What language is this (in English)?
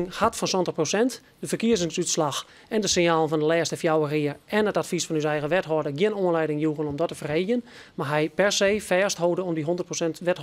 Western Frisian